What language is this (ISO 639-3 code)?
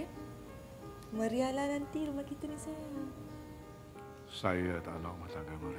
msa